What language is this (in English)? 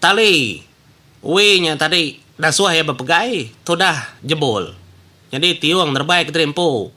Iban